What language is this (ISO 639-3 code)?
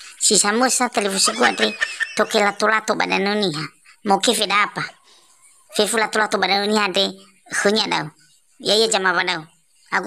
nia